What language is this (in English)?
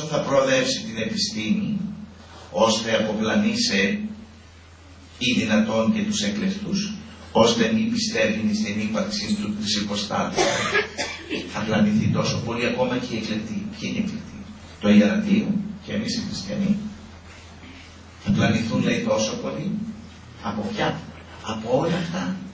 Greek